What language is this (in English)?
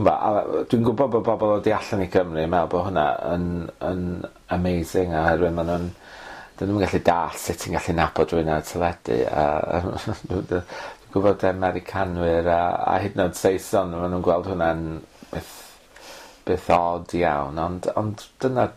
Welsh